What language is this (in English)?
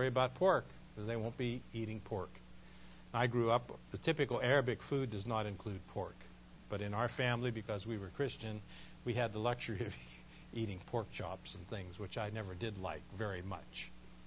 English